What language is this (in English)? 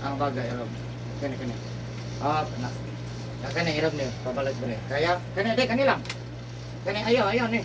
Cebuano